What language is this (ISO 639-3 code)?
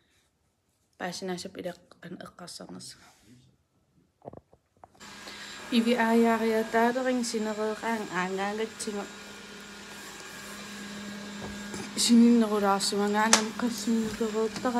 kal